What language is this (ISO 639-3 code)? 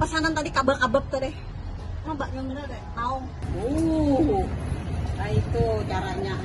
bjn